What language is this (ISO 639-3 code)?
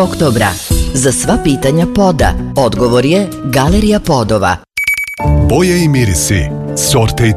srp